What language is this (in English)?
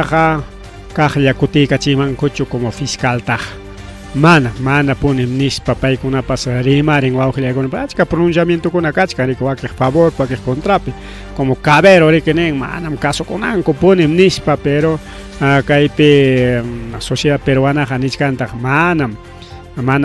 Ayacucho Quechua